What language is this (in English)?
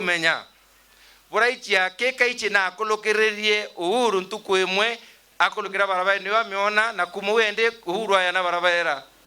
Meru